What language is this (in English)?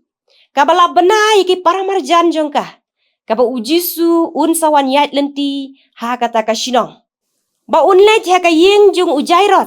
Khasi